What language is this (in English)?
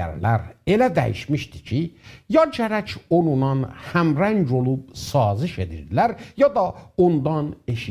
South Azerbaijani